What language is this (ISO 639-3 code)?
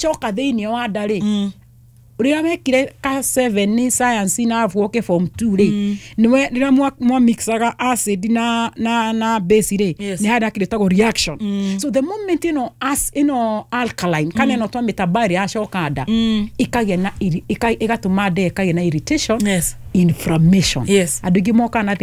kik